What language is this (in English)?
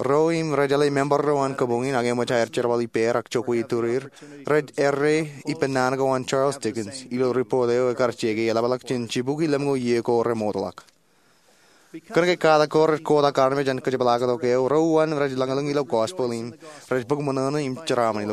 Marshallese